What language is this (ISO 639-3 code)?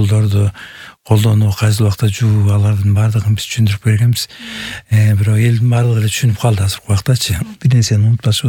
kir